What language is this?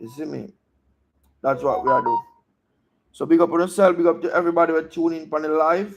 Jamaican Creole English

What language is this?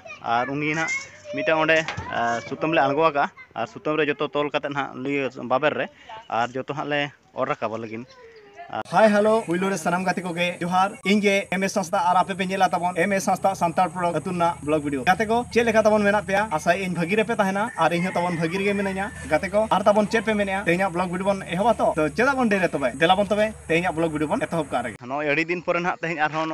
Santali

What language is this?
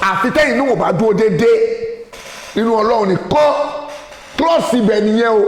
Yoruba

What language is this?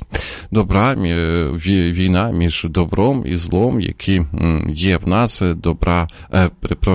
Ukrainian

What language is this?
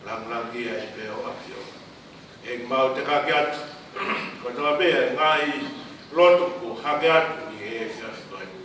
Tongan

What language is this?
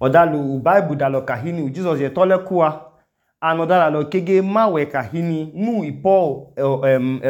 Idoma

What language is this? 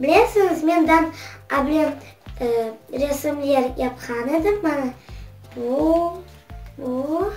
Crimean Tatar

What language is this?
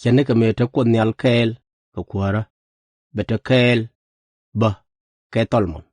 Nuer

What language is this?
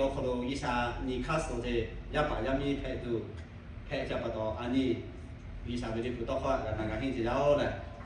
Lahu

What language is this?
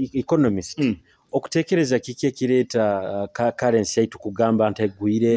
Nyoro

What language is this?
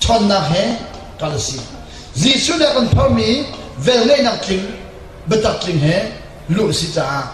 Hakha Chin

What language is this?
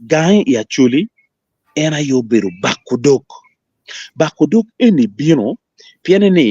Acoli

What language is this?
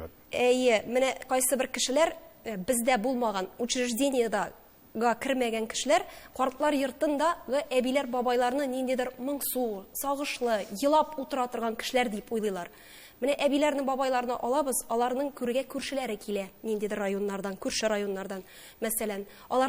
Tatar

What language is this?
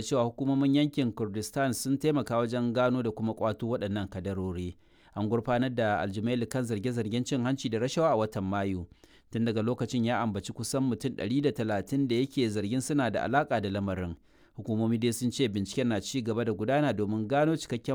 Hausa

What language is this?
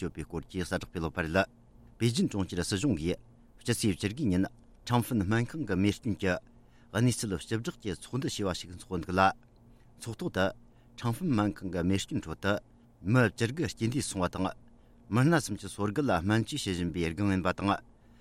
Tibetan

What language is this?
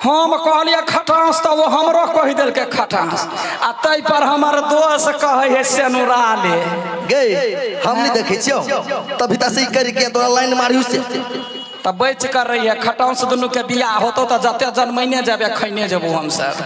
Maithili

